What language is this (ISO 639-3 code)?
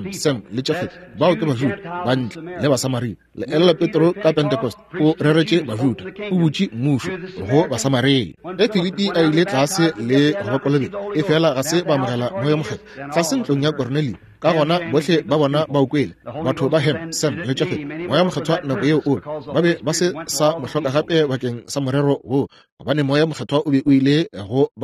nso